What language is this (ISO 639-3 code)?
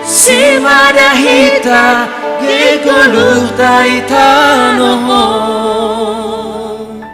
bts